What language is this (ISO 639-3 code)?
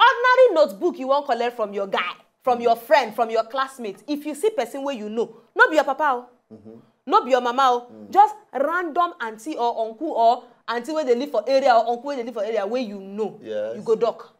pcm